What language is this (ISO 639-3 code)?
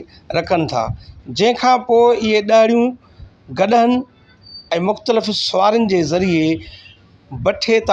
snd